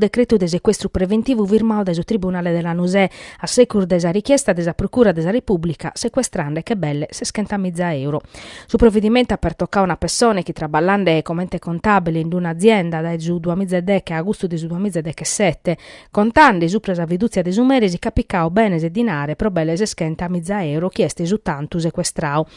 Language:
Sardinian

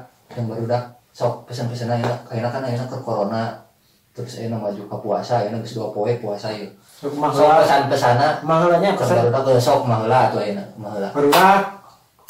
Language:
Sundanese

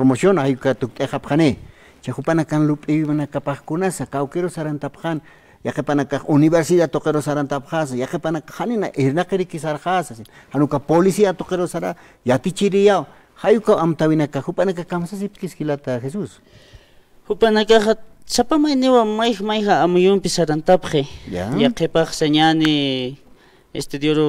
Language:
Aymara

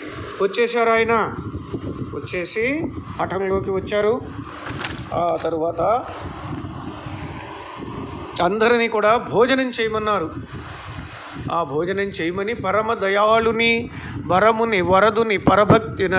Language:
Telugu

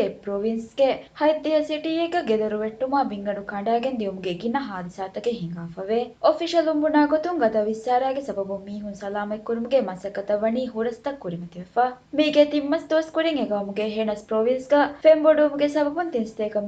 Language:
Divehi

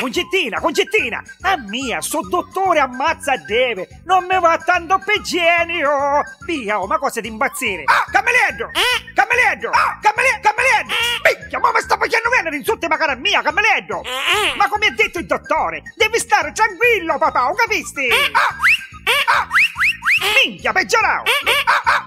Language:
Neapolitan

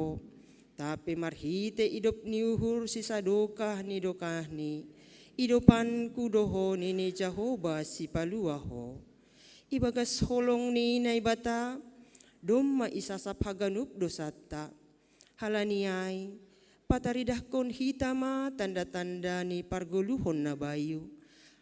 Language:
Batak Simalungun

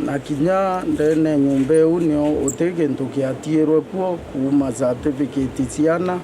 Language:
Meru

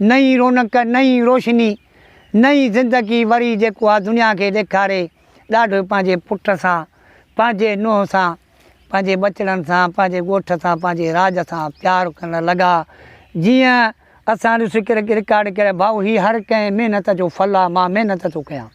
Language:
Sindhi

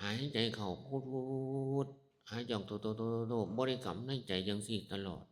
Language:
Northeastern Thai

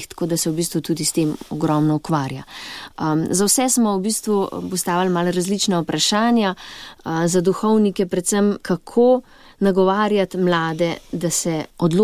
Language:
Slovenian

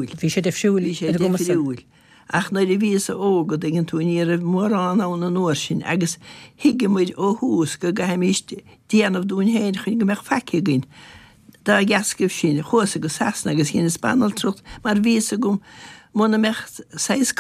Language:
Irish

